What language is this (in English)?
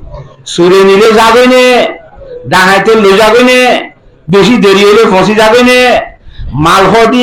Rohingya